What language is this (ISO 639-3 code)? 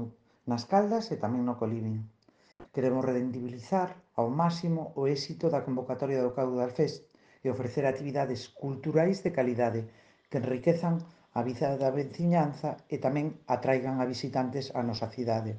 glg